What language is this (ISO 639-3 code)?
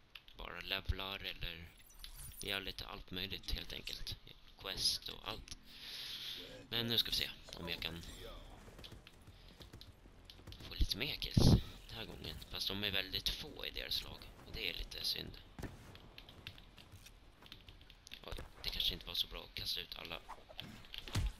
swe